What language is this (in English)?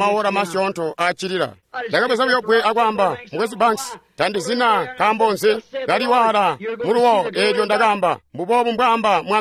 Tonga (Zambia)